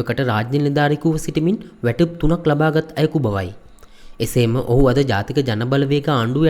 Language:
Sinhala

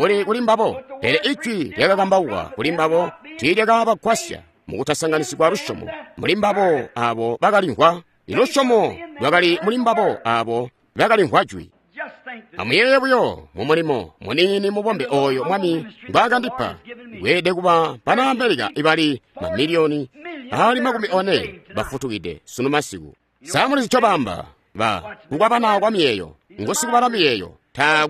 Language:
Tonga (Zambia)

